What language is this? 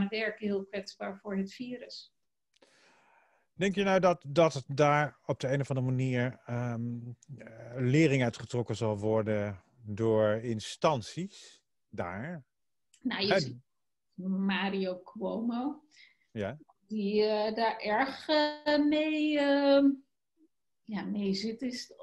Dutch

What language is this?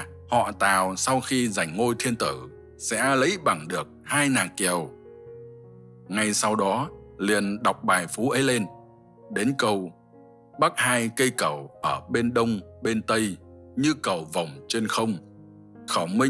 Vietnamese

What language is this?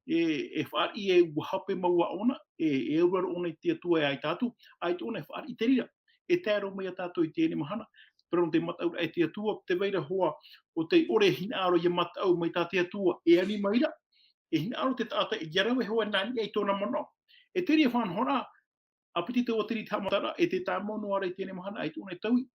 Tahitian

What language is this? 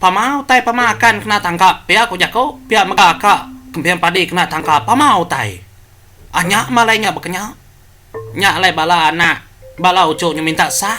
Iban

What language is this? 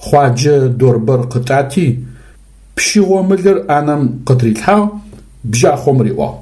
Adyghe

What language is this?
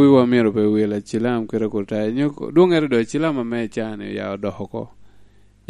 Lango (Uganda)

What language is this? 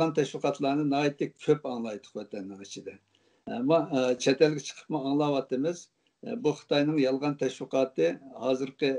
Uyghur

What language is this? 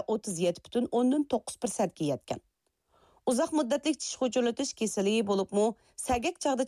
Uyghur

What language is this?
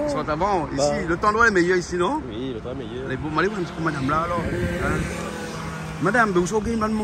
Réunion Creole French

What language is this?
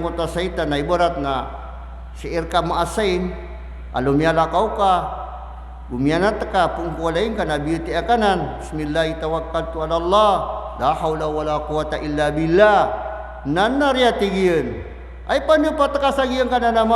Maranao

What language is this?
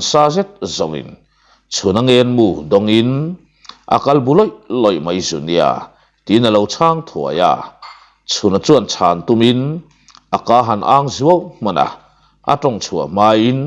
Mizo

